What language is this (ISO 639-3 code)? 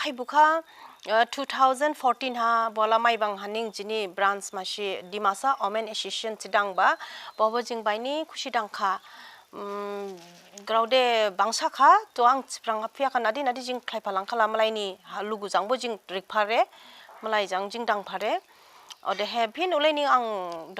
dis